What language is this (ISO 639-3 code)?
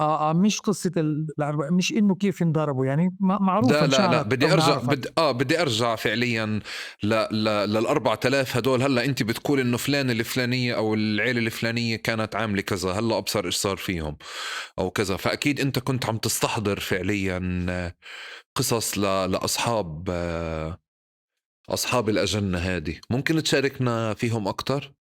apc